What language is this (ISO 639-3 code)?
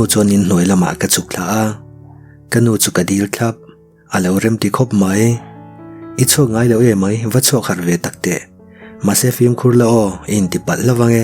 lus